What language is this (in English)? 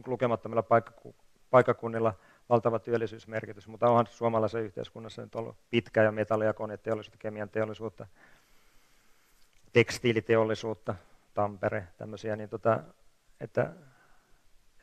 Finnish